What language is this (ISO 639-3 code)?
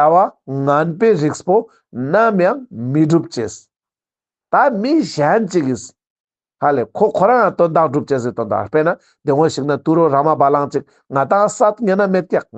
lbj